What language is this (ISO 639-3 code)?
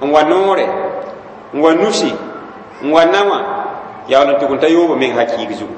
mos